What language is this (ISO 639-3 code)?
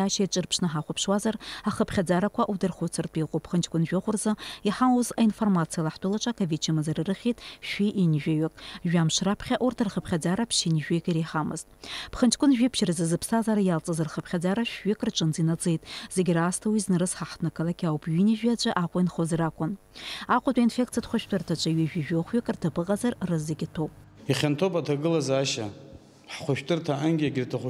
abk